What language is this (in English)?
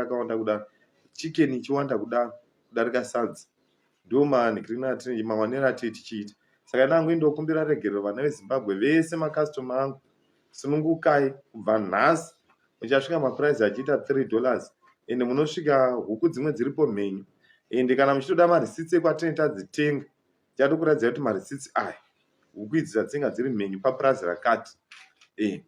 Shona